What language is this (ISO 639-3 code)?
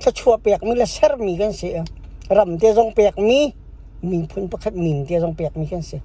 cnh